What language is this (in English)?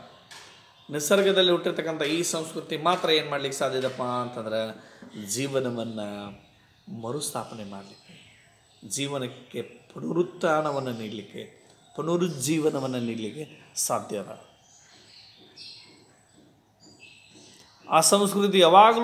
Kannada